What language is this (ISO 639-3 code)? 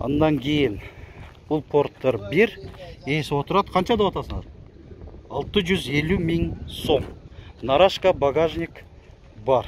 kir